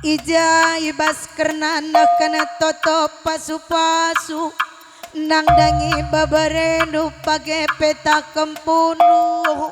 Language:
Batak Karo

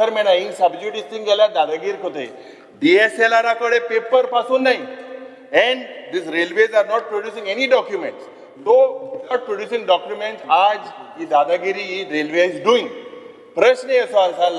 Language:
Konkani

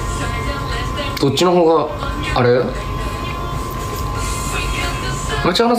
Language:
Japanese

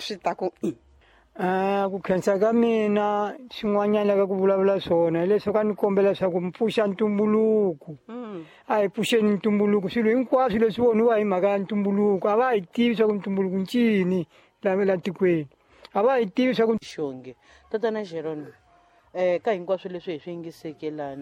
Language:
Tsonga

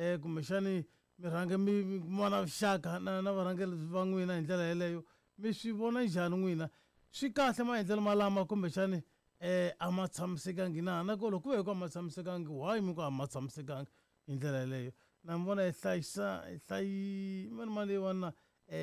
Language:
Tsonga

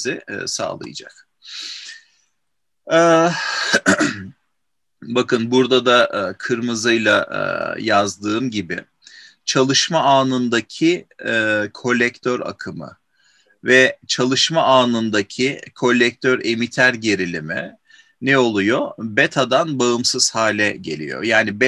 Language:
Turkish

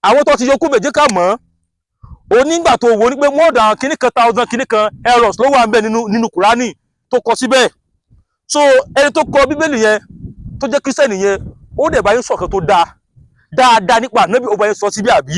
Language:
Yoruba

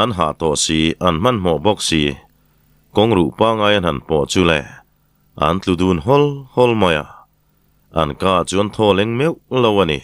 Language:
Mizo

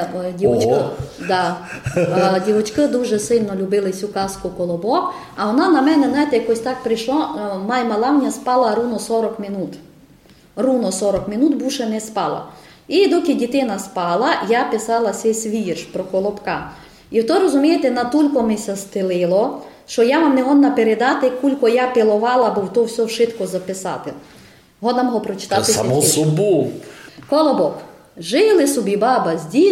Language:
Rusyn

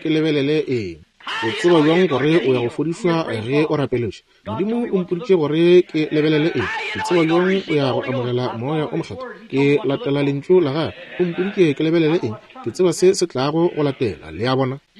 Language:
Northern Sotho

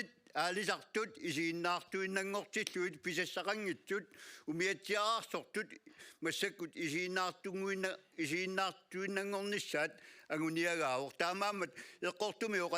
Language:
Kalaallisut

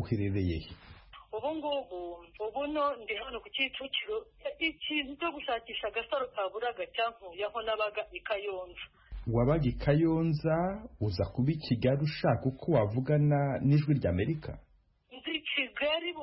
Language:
Kinyarwanda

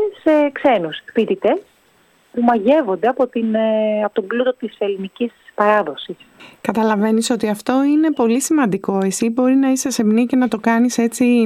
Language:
Greek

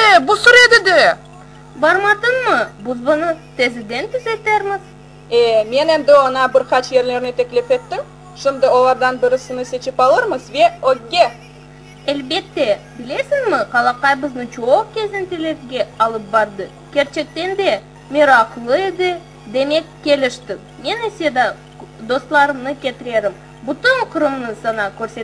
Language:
Crimean Tatar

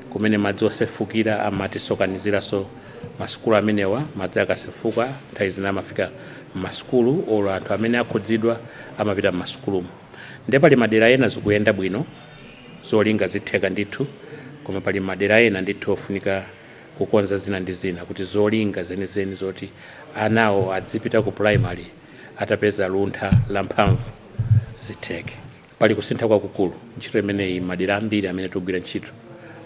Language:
Nyanja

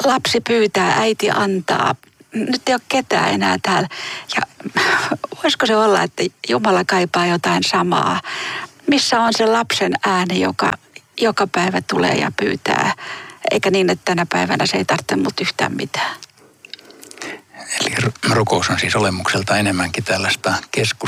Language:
Finnish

